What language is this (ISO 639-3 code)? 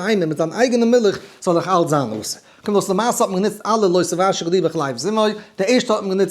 yid